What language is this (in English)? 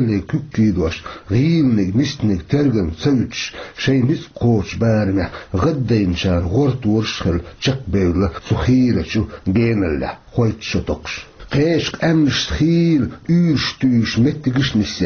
Chechen